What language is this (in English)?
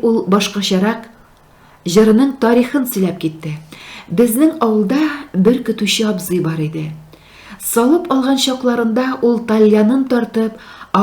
Tatar